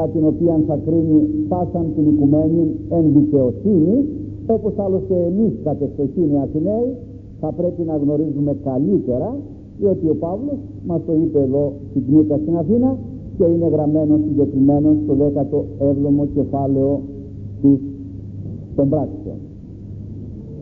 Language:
Greek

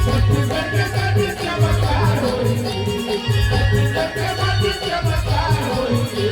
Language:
Chhattisgarhi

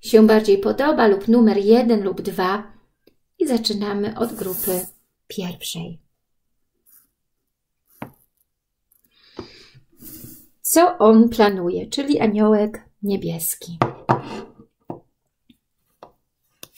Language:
Polish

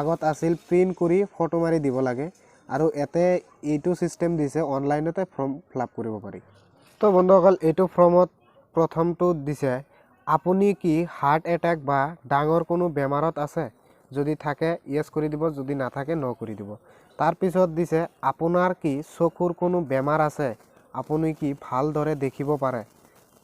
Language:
Assamese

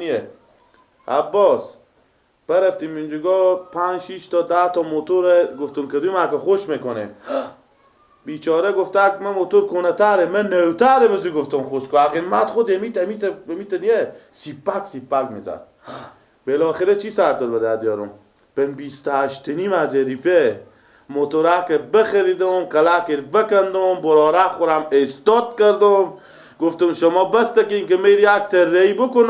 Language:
Persian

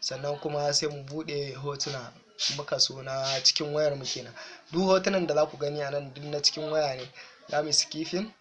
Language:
Hausa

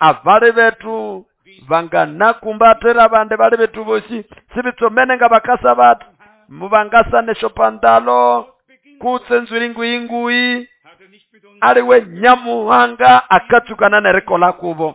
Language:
Nande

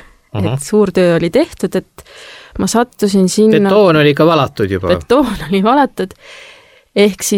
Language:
Estonian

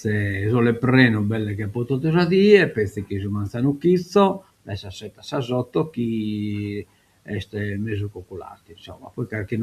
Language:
Sardinian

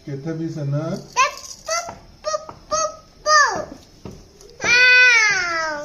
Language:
Manipuri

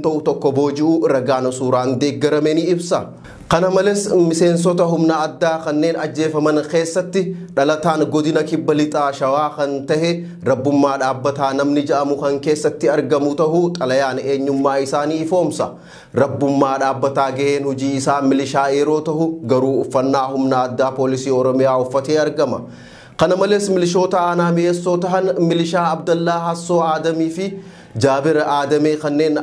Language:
Oromo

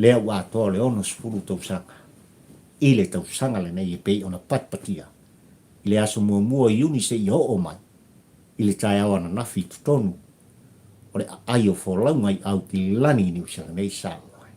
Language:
Samoan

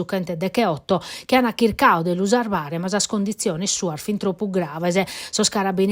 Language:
Sardinian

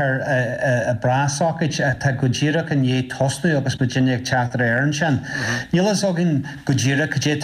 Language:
Irish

